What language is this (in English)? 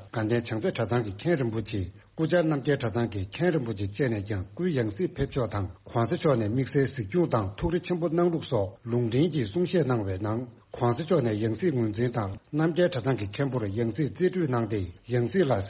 Tibetan